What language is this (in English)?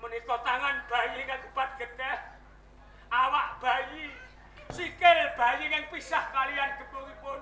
Javanese